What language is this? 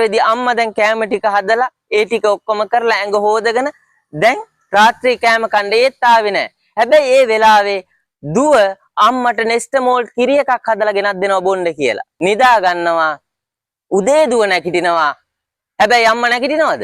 Sinhala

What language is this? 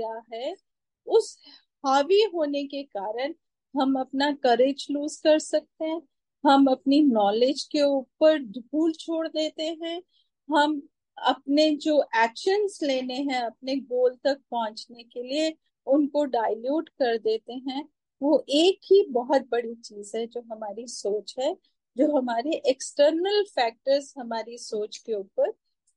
Hindi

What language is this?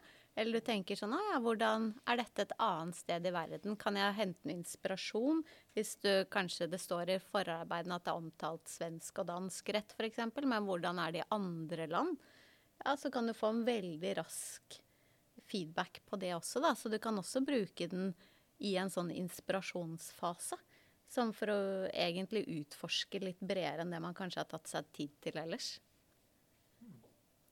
Norwegian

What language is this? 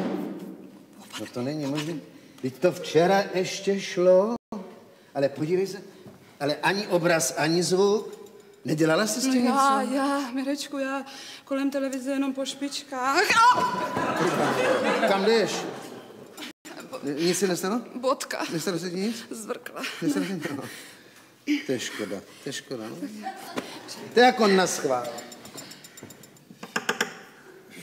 Czech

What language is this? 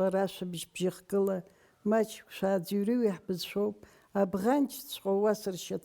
Abkhazian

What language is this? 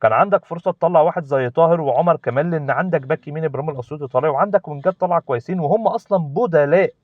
Egyptian Arabic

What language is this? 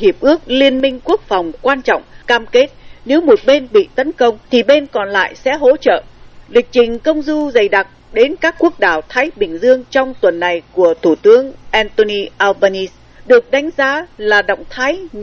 Vietnamese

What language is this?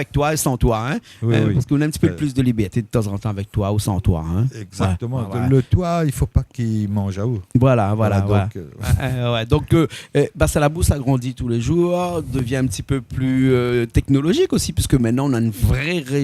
Réunion Creole French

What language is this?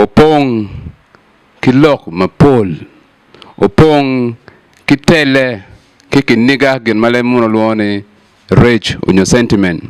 Acoli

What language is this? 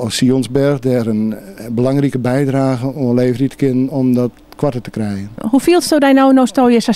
Western Frisian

